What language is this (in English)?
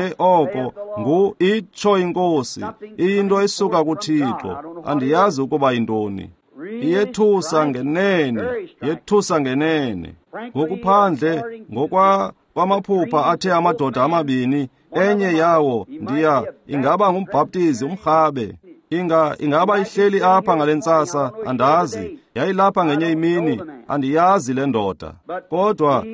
Xhosa